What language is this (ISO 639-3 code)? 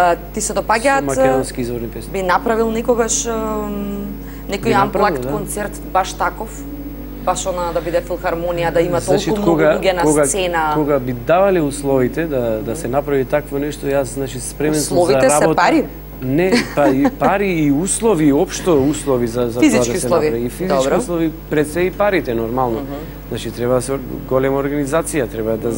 mkd